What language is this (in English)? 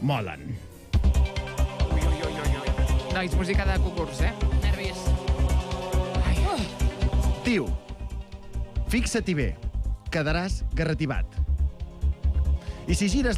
Catalan